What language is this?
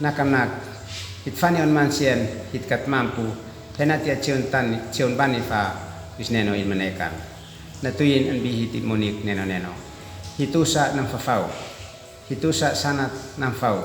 Uab Meto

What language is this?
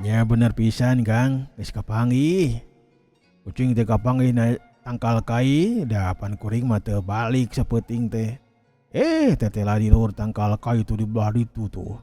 Sundanese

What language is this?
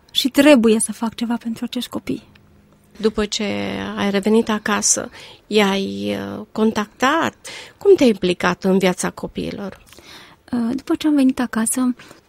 Romanian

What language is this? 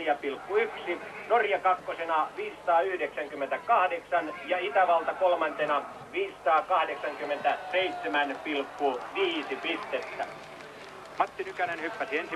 Finnish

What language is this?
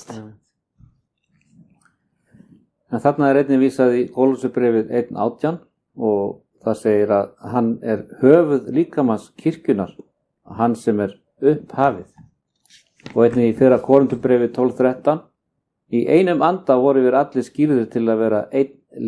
Icelandic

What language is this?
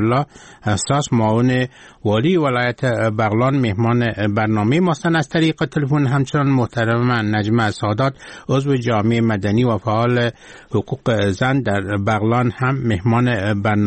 Persian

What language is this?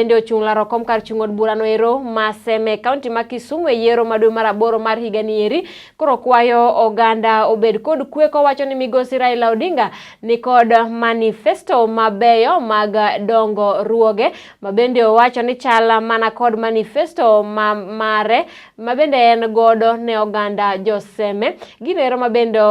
Luo (Kenya and Tanzania)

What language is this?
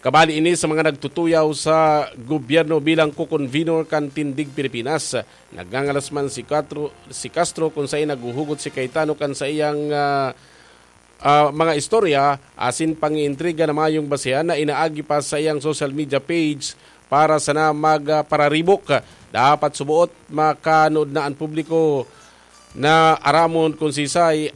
Bikol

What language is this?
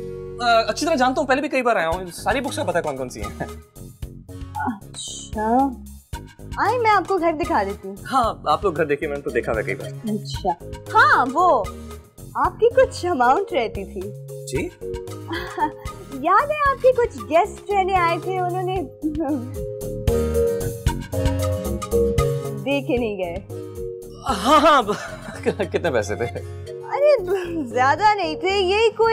Hindi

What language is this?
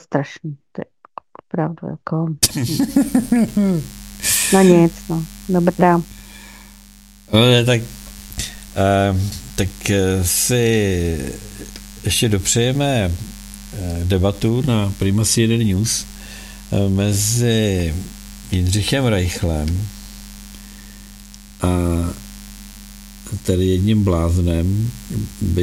Czech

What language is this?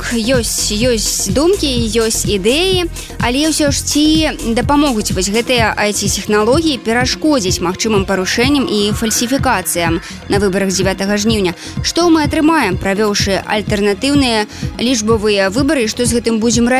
Belarusian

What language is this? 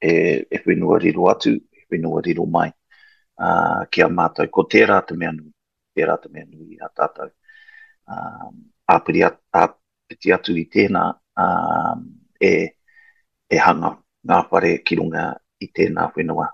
Māori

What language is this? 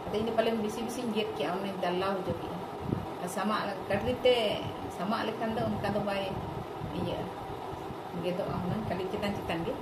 Santali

